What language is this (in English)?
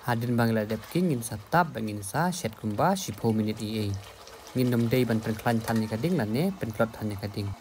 Khasi